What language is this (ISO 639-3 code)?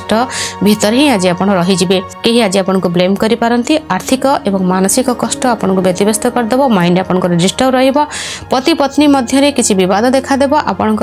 ori